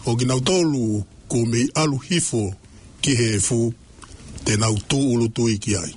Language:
Tongan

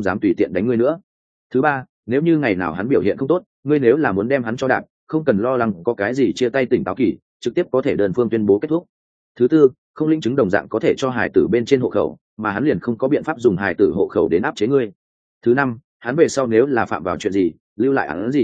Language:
Vietnamese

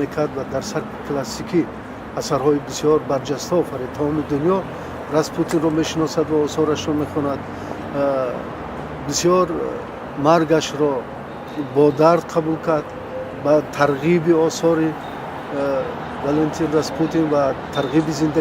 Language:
Tajik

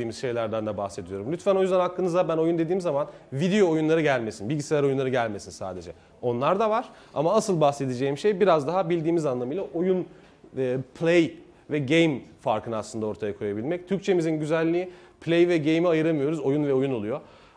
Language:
Turkish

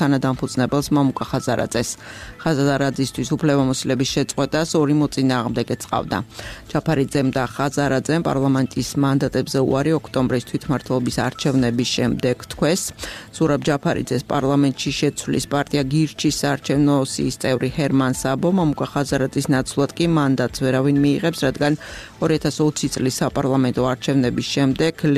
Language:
Georgian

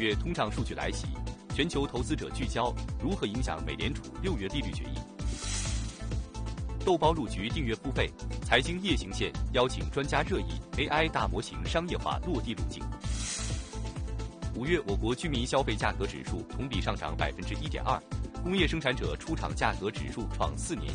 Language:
Chinese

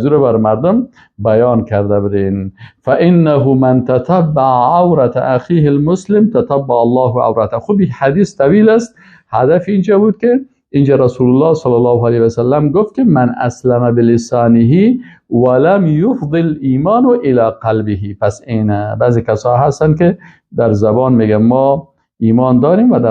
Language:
Persian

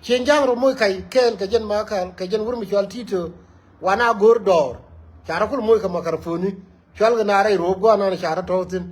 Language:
Nuer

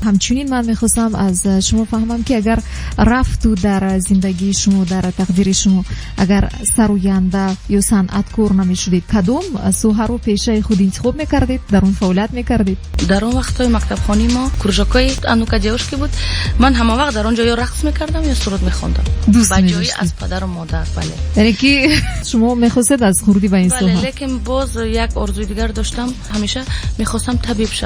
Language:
Tajik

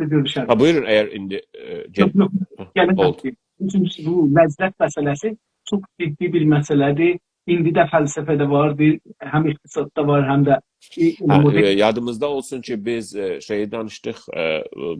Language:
South Azerbaijani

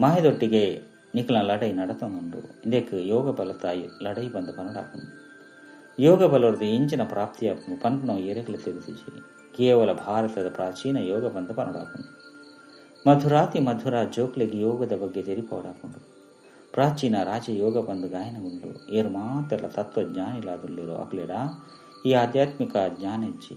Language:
Tulu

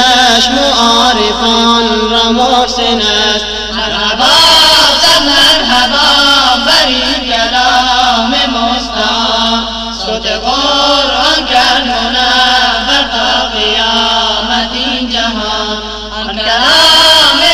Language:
Persian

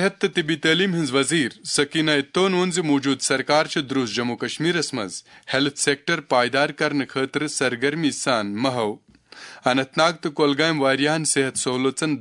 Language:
Kashmiri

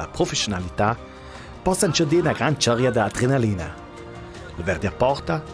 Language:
Ladin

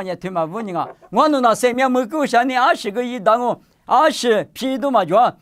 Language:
Lisu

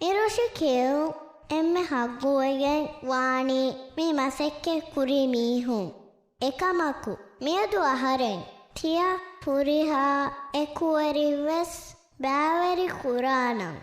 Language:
Divehi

